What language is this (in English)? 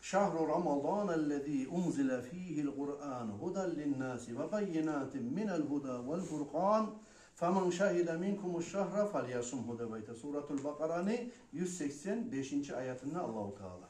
Kumyk